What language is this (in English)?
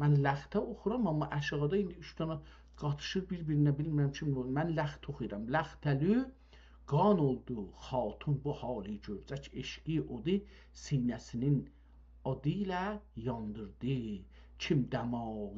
South Azerbaijani